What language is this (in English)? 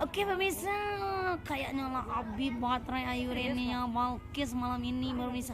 Minangkabau